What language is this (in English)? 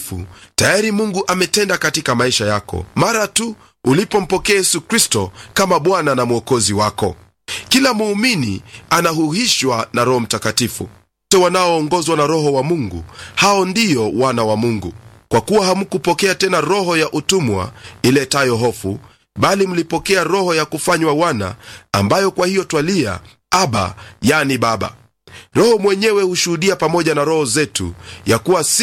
Swahili